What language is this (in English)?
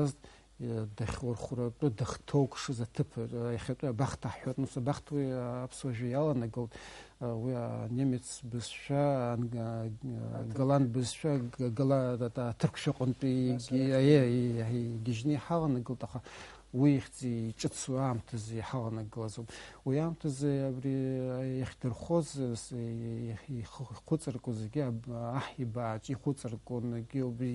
Abkhazian